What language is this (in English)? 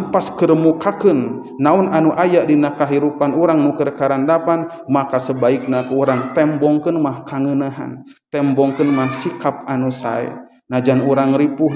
Sundanese